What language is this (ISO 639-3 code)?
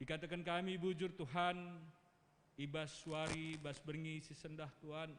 btx